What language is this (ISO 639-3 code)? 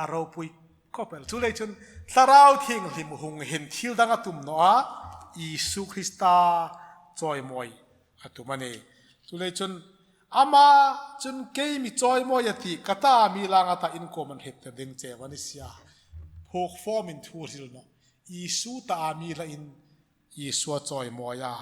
hmr